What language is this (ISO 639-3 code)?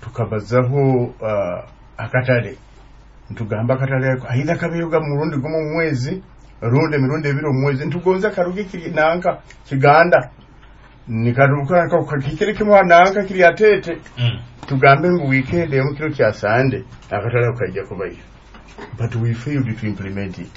nyo